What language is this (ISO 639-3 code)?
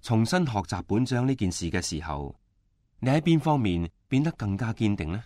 yue